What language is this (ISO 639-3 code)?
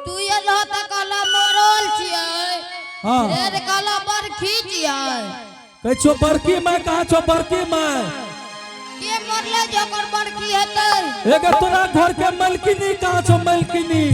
anp